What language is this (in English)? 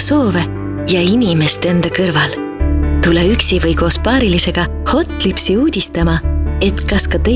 Estonian